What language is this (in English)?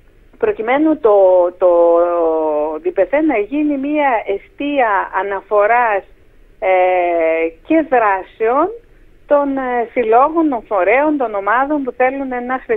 Greek